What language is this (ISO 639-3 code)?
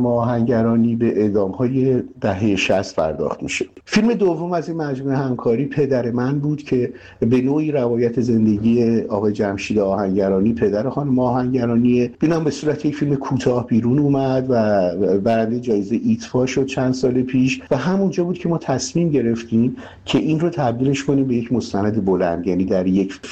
fas